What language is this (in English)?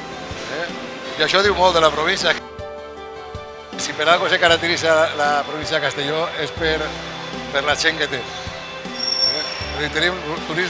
Catalan